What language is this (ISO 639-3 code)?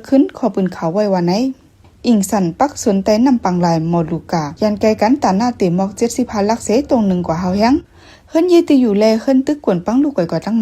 shn